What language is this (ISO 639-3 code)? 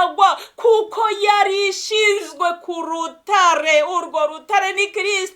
kin